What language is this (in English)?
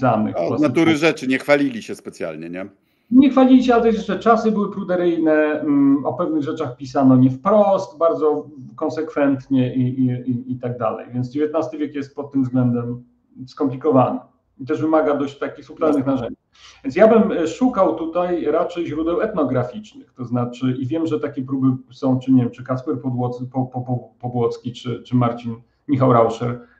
Polish